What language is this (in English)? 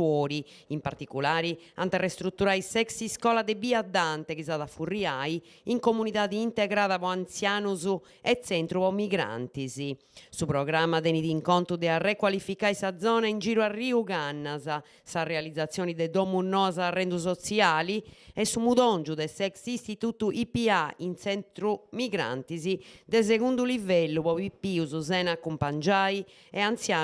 Sardinian